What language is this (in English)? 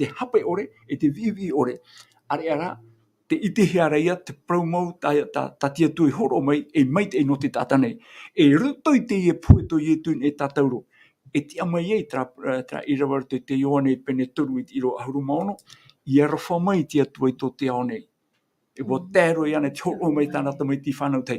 Tahitian